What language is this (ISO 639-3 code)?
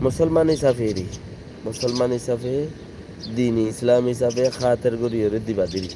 rhg